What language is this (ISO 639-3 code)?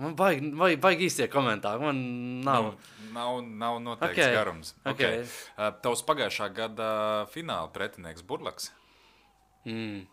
lav